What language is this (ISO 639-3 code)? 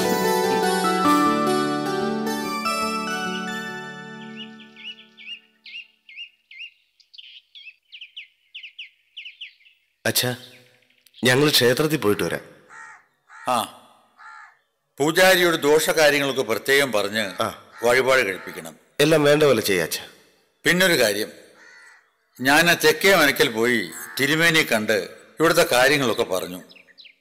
mal